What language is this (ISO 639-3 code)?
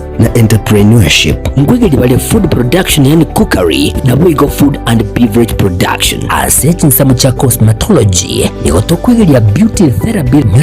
guz